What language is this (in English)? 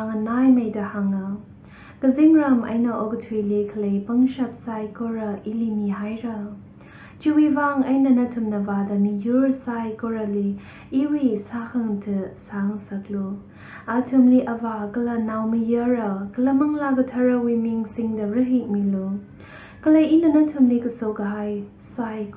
Tangkhul Naga (India)